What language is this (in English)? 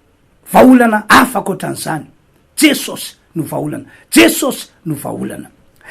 Malagasy